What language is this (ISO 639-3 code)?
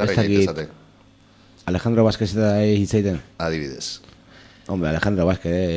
eus